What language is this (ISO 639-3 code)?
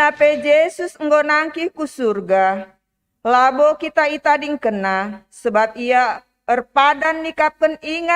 btx